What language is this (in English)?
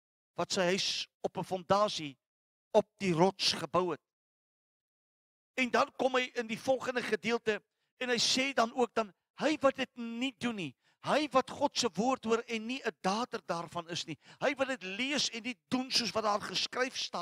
Afrikaans